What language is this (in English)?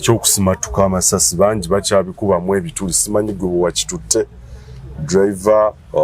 Ganda